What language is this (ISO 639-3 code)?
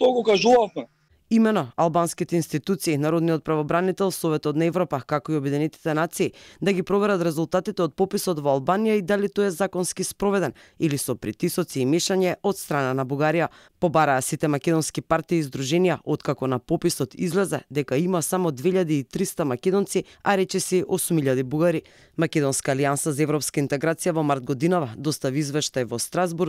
mkd